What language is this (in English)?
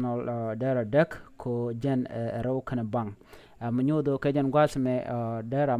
Nuer